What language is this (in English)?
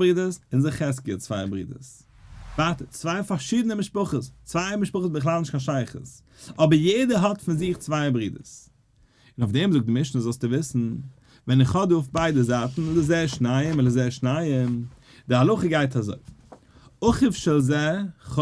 Yiddish